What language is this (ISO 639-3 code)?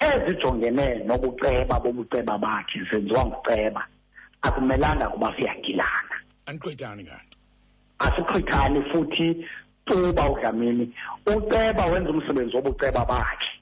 xho